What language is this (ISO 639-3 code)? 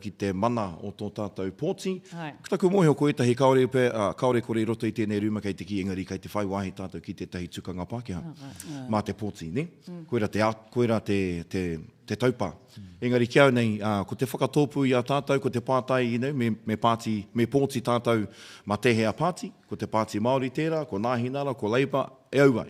mri